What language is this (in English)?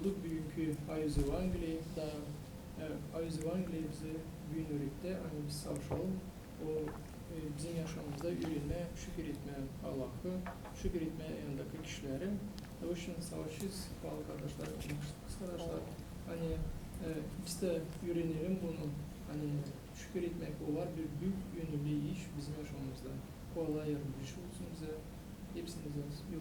Gagauz